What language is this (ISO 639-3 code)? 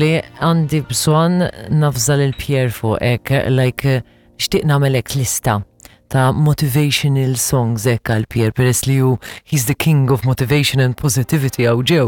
mlt